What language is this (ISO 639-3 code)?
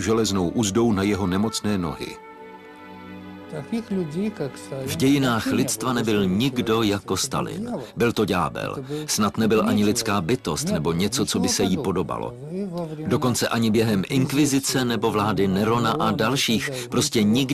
ces